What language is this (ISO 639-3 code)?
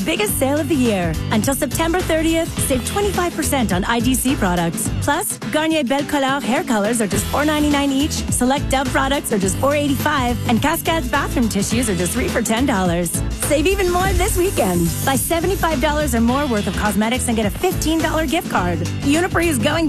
eng